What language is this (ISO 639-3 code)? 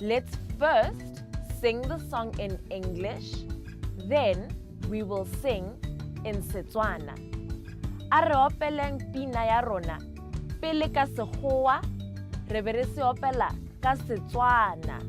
tsn